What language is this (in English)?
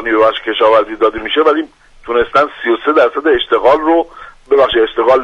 Persian